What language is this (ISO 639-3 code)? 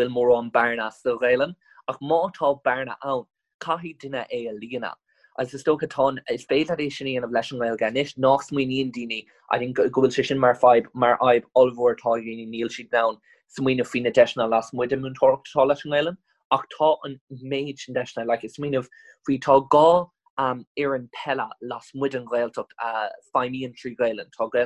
gle